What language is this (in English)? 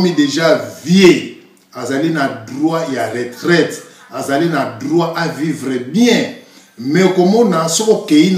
Lingala